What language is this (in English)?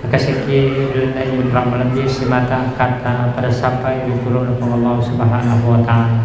Buginese